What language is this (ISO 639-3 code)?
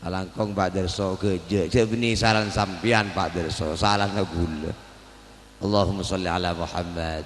mad